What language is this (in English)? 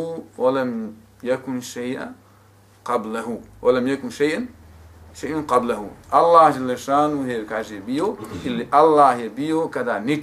Bosnian